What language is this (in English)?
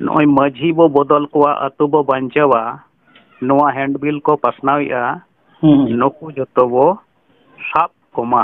Santali